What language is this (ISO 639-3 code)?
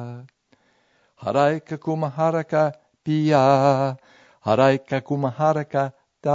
eus